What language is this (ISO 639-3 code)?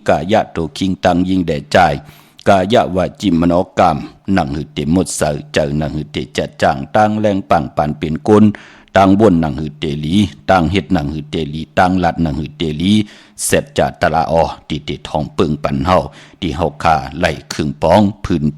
shn